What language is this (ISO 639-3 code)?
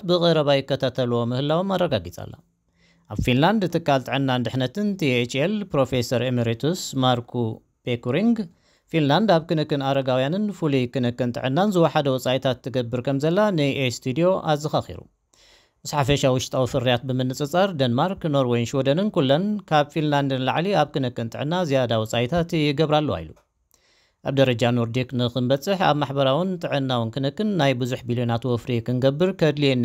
tir